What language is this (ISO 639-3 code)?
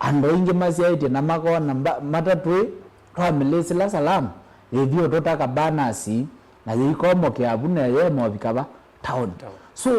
kam